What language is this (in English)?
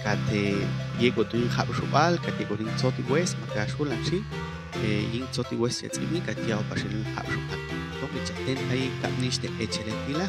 Popti'